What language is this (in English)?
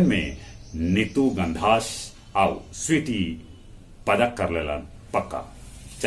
Magahi